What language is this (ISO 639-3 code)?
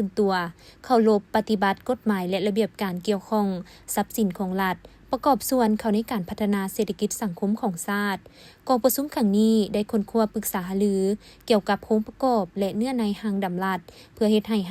lao